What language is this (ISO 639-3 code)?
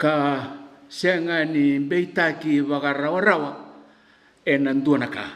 fij